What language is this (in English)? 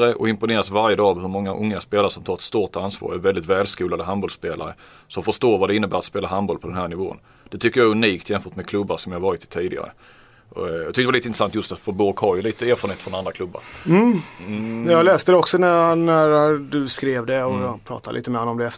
Swedish